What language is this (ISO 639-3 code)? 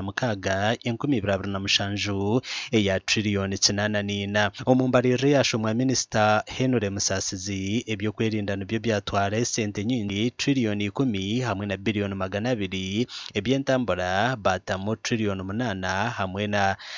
nyn